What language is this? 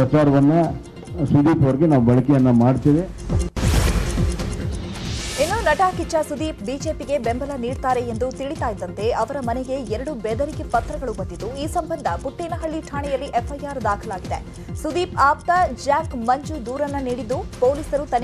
Kannada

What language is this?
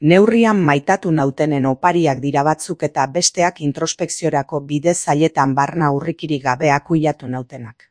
Basque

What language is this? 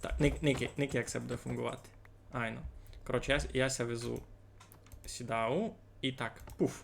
Rusyn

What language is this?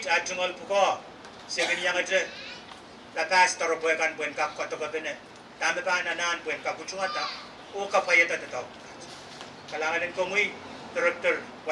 Pohnpeian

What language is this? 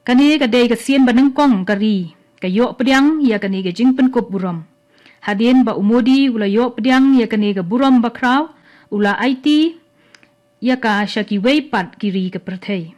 Khasi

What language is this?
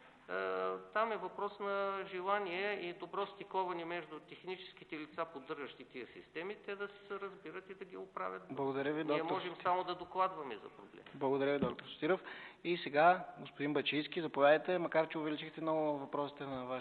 Bulgarian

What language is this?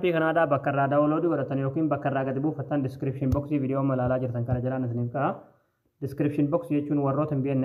Oromo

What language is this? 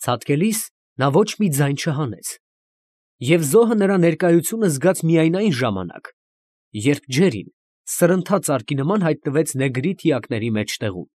Armenian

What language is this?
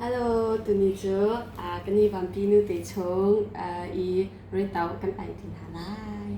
Hakha Chin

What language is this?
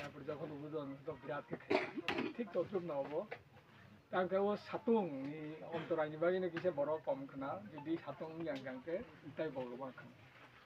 Kok Borok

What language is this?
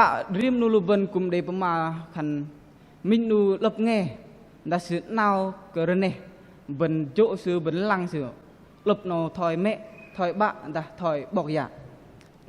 Bahnar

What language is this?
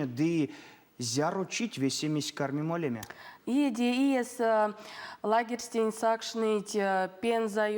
Erzya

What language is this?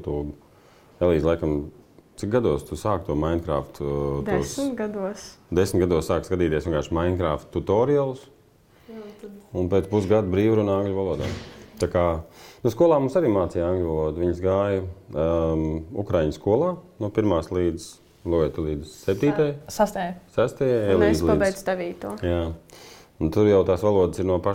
Latvian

